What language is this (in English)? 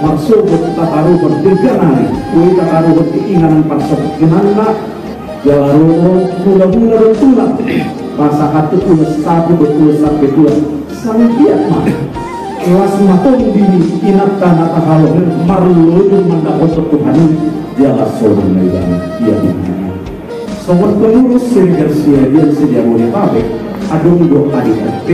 Batak Toba